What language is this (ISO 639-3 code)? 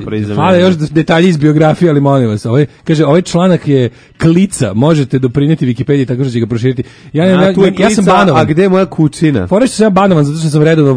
srp